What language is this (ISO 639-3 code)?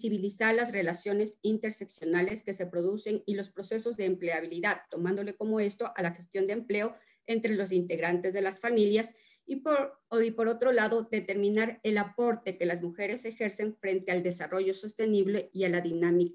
spa